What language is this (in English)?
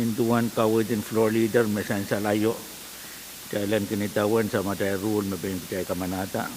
Pohnpeian